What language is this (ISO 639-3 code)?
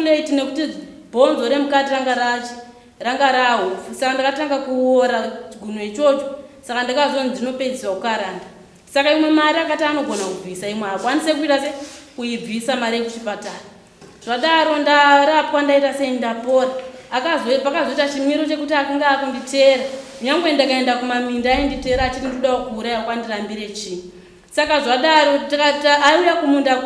sna